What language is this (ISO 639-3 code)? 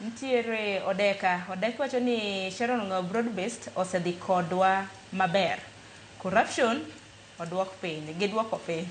luo